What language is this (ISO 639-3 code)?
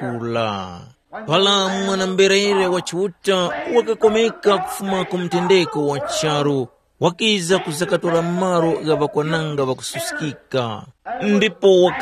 tum